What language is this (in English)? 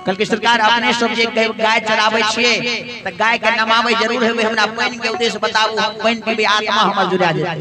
Maithili